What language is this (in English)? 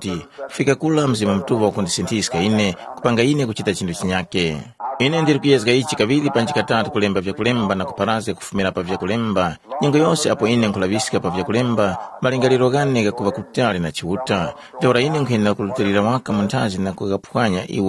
Tumbuka